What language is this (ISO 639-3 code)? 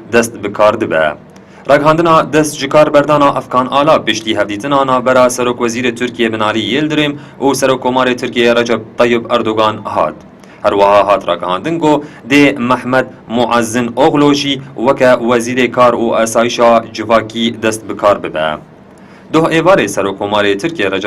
kur